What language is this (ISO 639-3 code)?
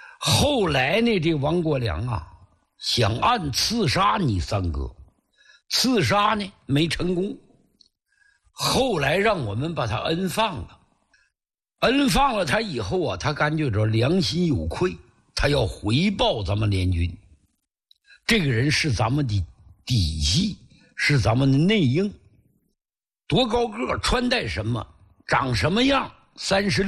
zho